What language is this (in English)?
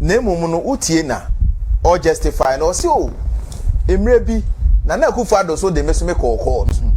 Akan